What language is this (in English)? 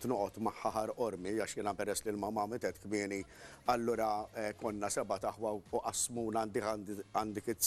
Maltese